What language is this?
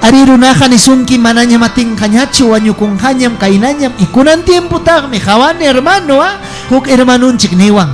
Ayacucho Quechua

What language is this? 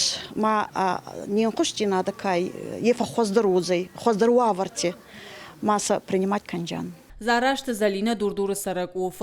Ossetic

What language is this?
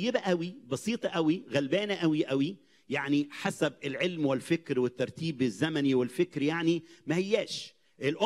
Egyptian Arabic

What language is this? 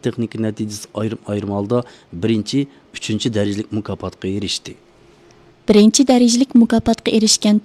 Uyghur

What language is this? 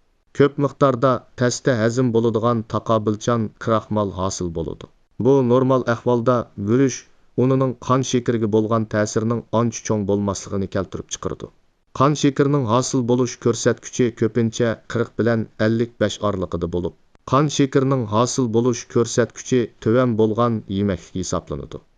Uyghur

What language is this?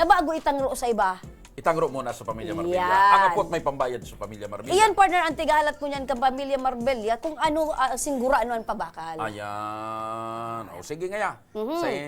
Bikol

